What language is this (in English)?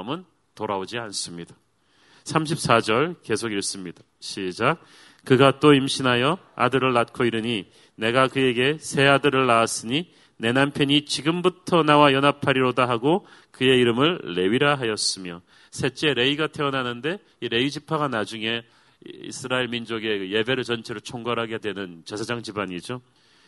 Korean